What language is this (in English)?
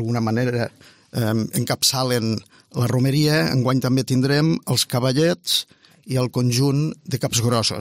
Catalan